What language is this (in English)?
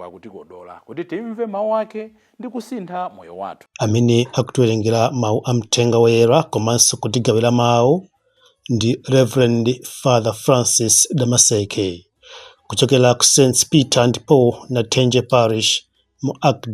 Nyanja